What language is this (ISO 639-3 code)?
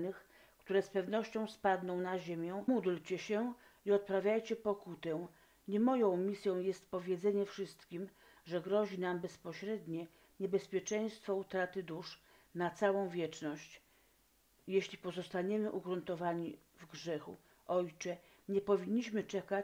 pol